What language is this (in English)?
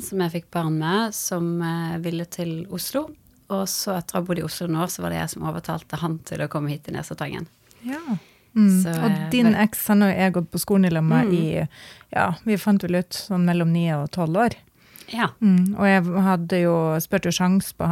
Norwegian